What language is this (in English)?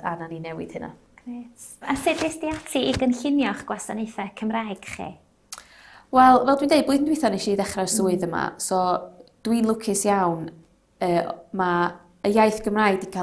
Welsh